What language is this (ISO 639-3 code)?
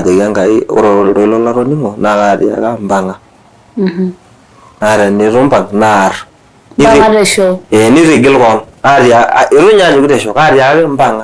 mas